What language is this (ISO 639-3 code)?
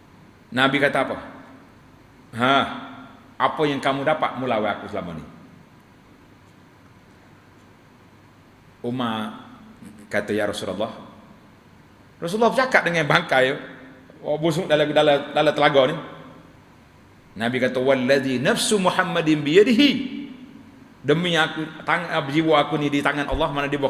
msa